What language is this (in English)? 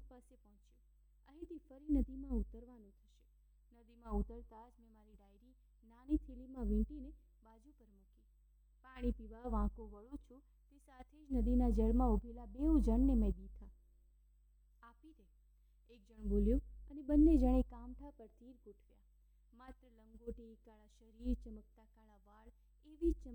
Gujarati